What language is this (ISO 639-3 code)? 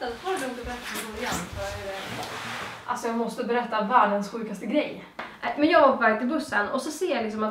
swe